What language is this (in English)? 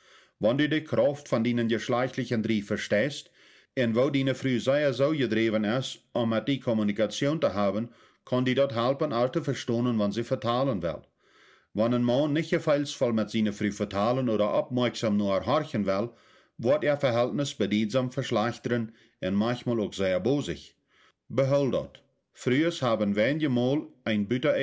Plautdietsch